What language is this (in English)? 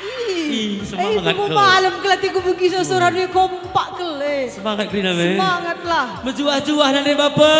Batak Karo